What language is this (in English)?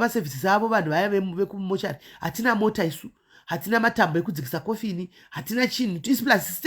Shona